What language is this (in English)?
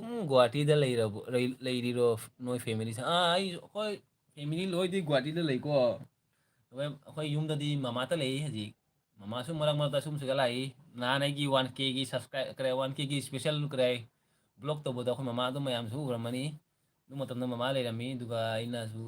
Manipuri